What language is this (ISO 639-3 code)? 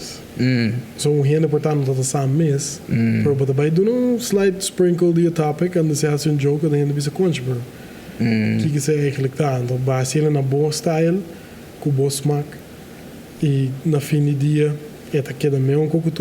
pap